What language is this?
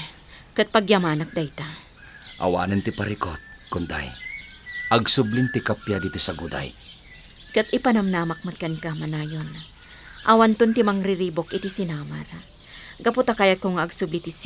Iloko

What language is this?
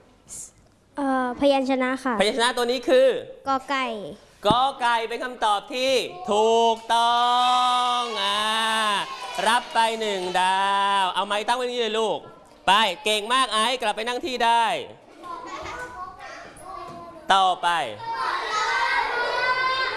Thai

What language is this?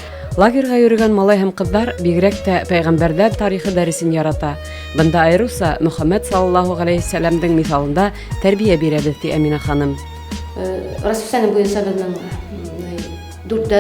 Bashkir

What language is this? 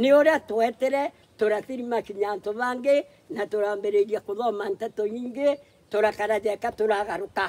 Meru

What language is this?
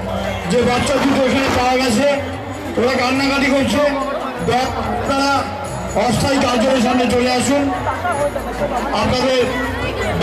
Bangla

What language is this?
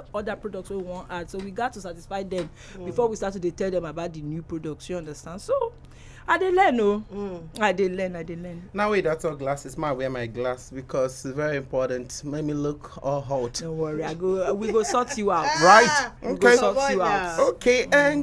Nigerian Pidgin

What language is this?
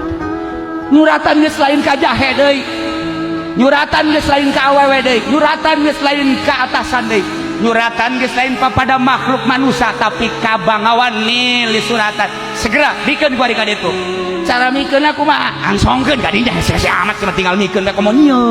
Sundanese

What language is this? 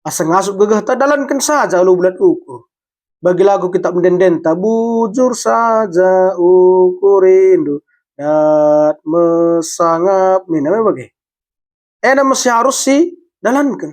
Batak Karo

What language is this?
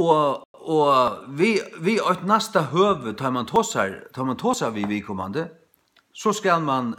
Faroese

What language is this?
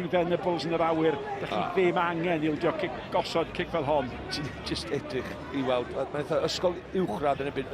Welsh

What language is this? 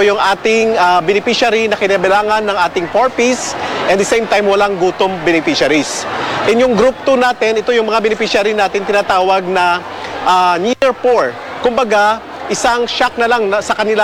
Filipino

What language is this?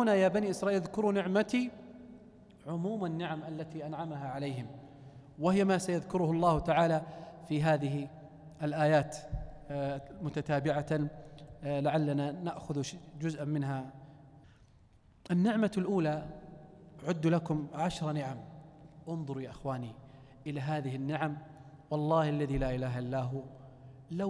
Arabic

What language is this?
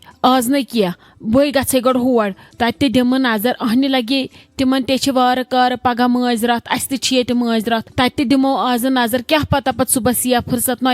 Kashmiri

